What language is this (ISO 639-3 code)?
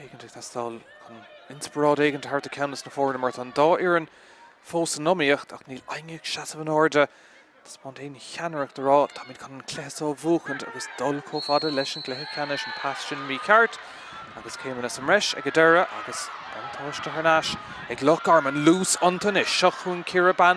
gle